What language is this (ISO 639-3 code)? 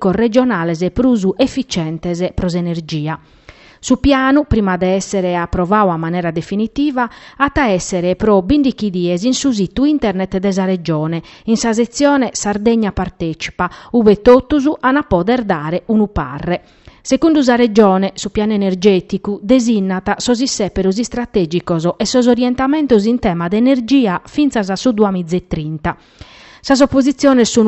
srd